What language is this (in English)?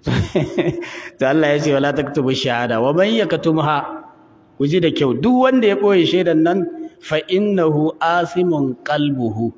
Hausa